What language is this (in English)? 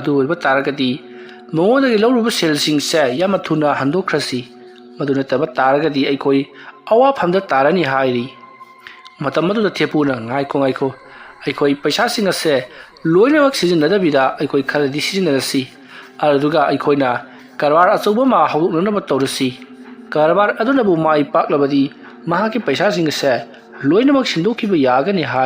Manipuri